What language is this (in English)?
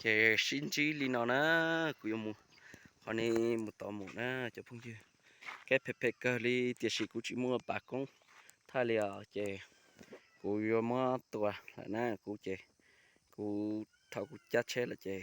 Hmong